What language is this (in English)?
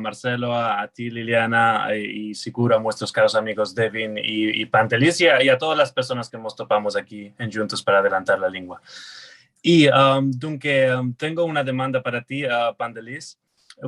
Ladino